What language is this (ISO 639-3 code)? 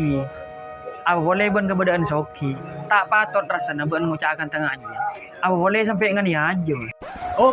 mad